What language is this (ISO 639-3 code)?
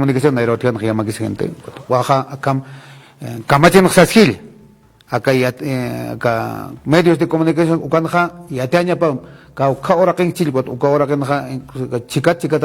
aym